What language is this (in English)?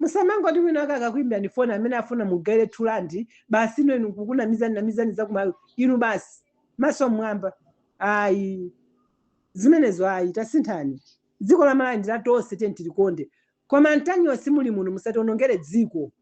Nyanja